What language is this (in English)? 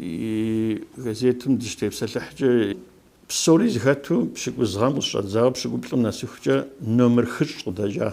Kabardian